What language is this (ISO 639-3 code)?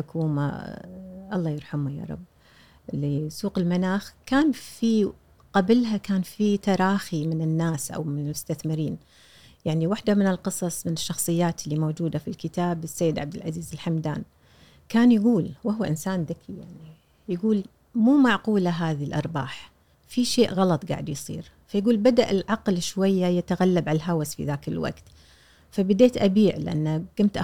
afb